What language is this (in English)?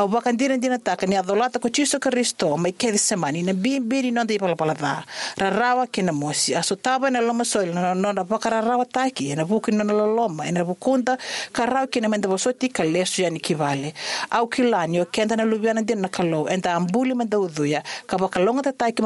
Fijian